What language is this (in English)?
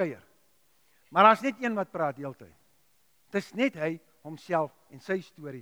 Afrikaans